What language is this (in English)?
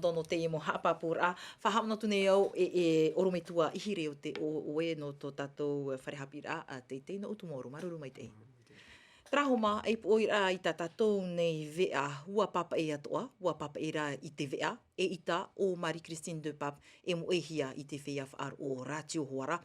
Tahitian